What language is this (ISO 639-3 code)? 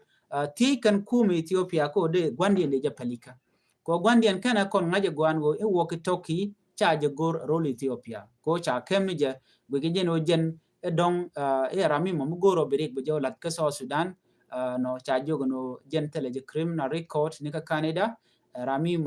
nus